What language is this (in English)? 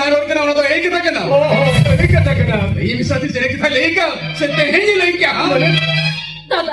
Santali